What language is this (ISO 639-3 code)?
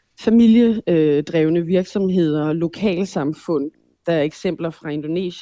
dan